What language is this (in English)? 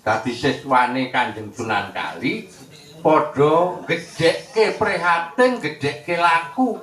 Javanese